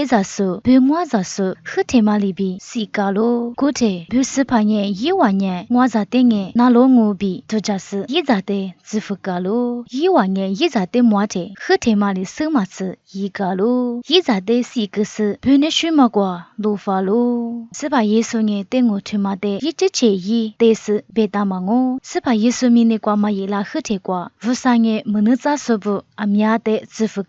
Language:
Lisu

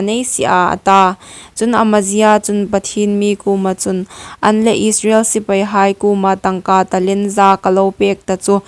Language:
Hmar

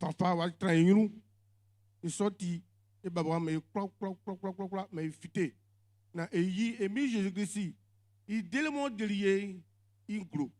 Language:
Baoulé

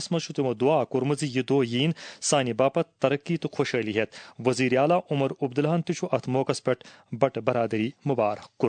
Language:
Kashmiri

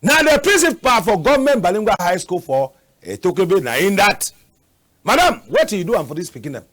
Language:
Cameroon Pidgin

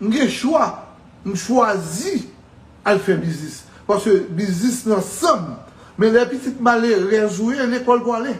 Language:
Haitian Creole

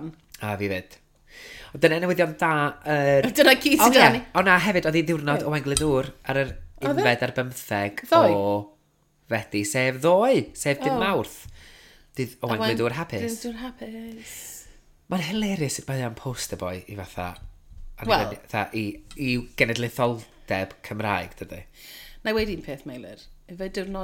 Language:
Welsh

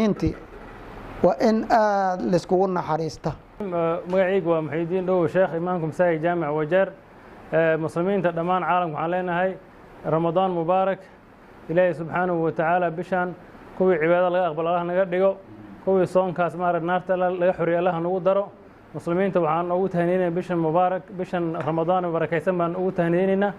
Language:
Somali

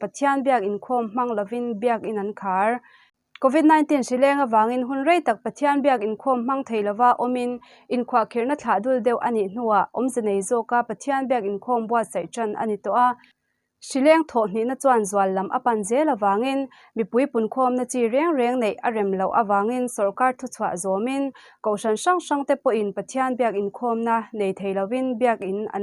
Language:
Mizo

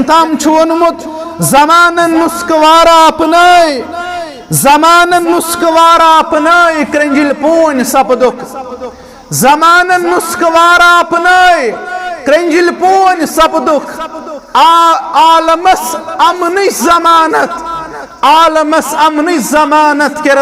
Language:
Kashmiri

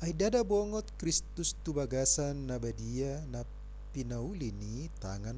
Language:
Batak Toba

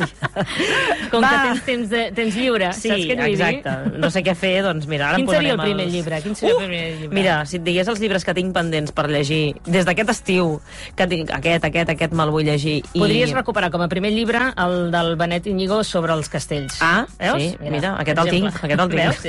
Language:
Catalan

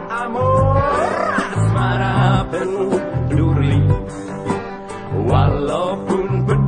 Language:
Indonesian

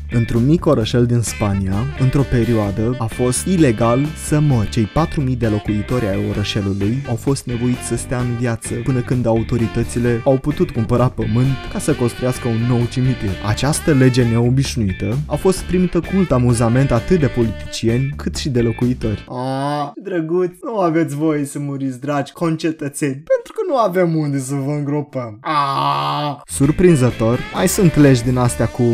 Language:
Romanian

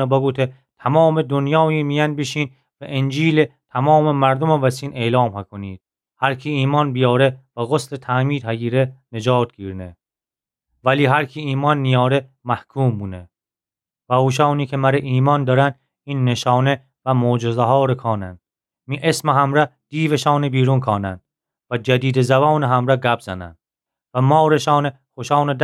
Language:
Gilaki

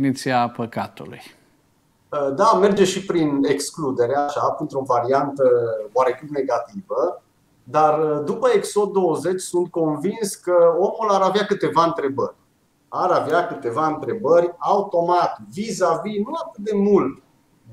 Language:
Romanian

